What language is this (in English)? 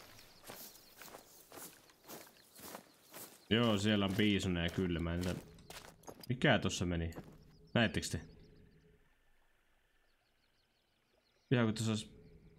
Finnish